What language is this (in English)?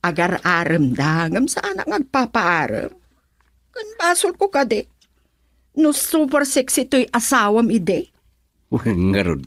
Iloko